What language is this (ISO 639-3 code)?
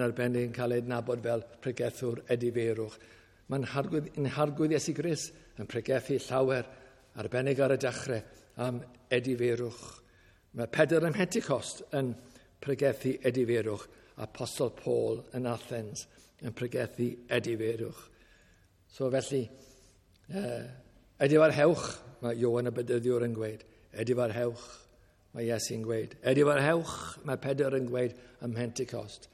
cym